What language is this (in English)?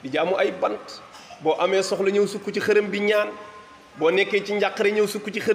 Wolof